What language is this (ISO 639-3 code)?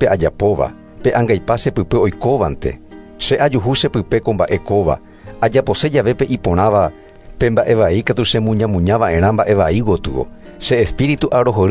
grn